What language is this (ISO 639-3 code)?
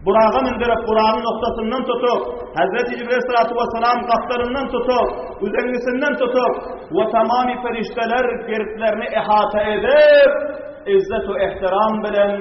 tuk